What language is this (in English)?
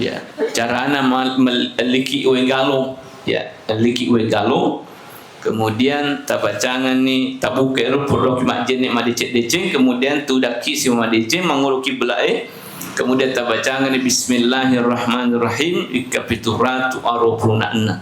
Buginese